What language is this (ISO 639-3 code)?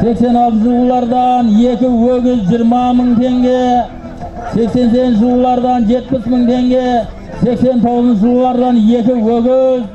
kaz